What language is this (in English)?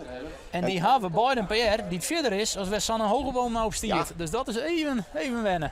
Western Frisian